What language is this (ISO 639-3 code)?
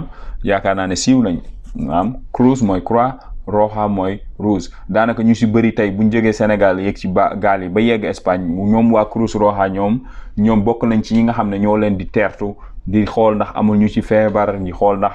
wol